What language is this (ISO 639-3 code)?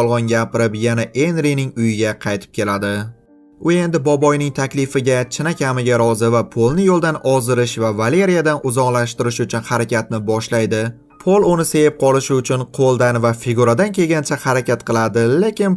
uzb